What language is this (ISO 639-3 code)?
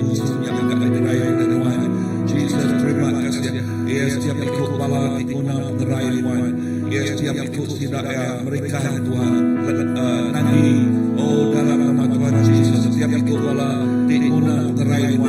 iba